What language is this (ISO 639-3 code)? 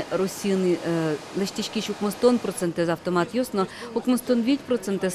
udm